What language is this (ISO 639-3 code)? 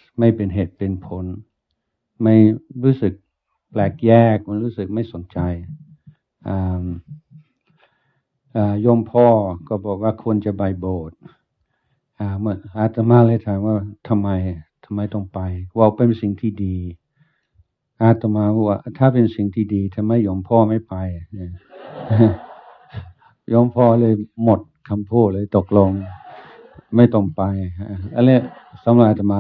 tha